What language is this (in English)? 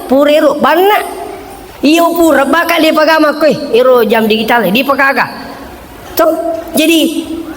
Buginese